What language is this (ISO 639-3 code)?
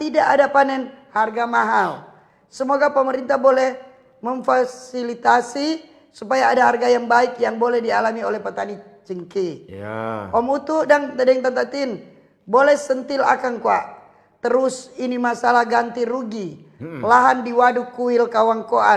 xmm